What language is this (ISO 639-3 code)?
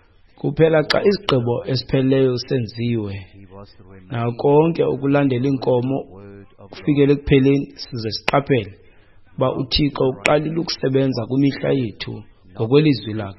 xho